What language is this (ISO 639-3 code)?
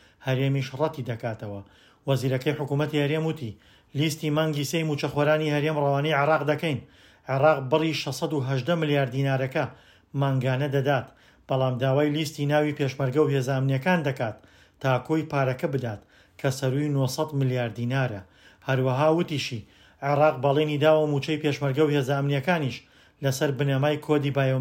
ckb